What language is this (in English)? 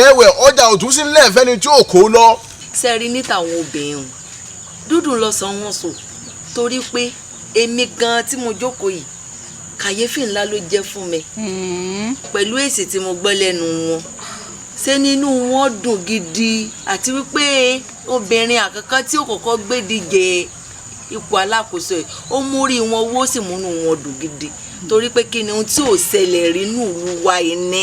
Yoruba